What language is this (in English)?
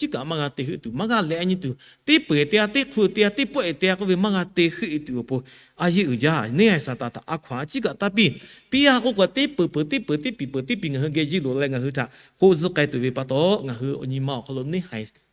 Lahu